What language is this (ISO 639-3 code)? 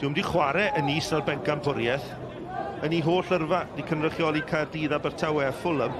cym